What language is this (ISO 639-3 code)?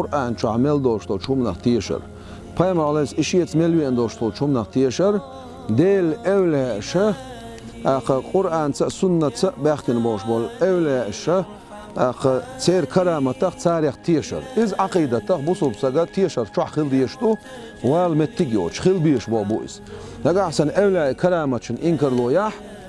che